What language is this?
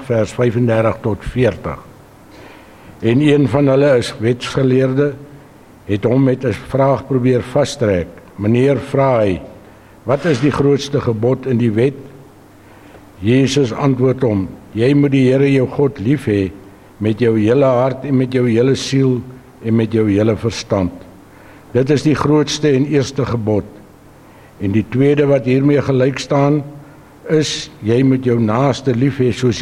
Afrikaans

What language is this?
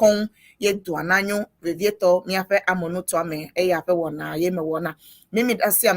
Ewe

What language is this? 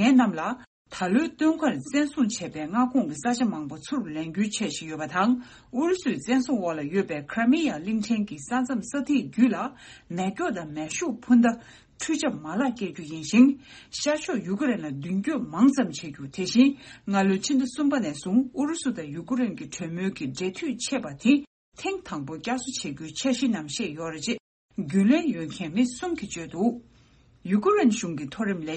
Tibetan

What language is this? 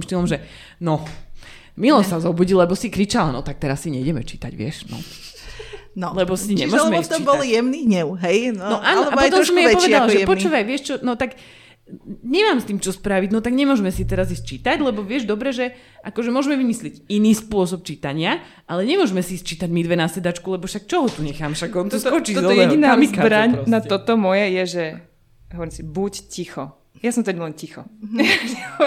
Slovak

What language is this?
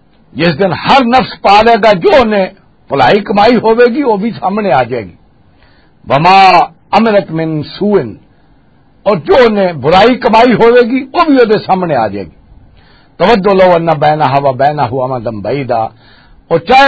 Western Panjabi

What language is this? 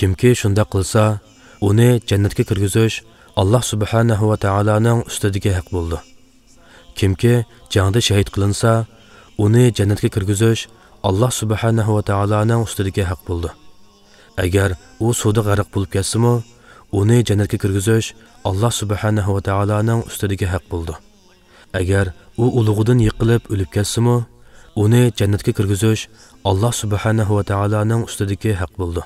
Uyghur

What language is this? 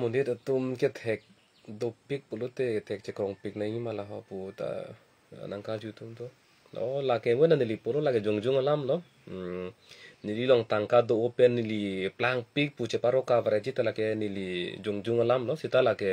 Karbi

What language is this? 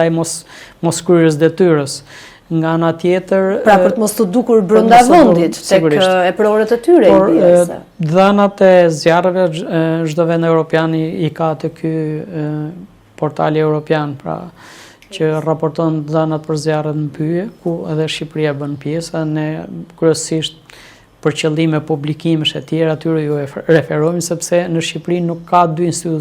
Albanian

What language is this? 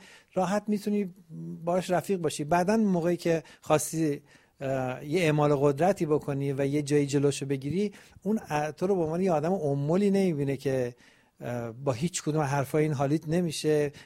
Persian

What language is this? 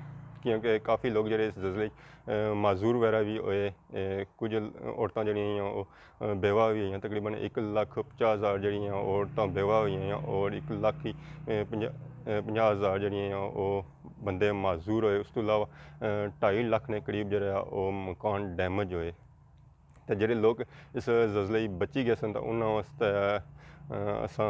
Pahari-Potwari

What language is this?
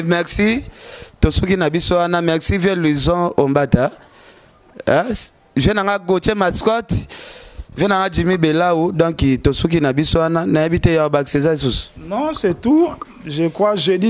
Lingala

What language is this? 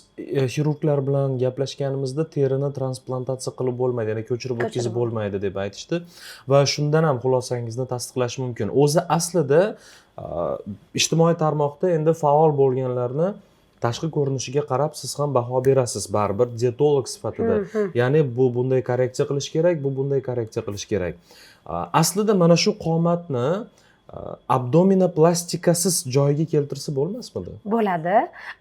Uzbek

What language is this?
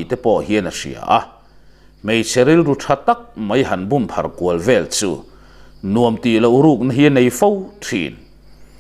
Mizo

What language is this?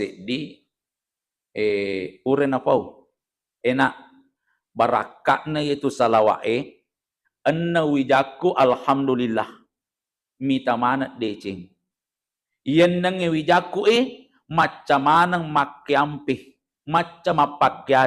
Buginese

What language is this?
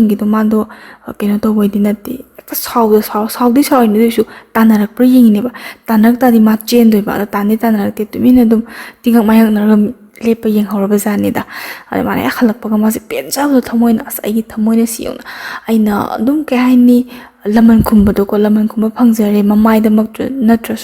Manipuri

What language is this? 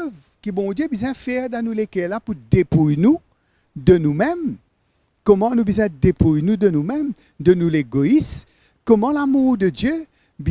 Morisyen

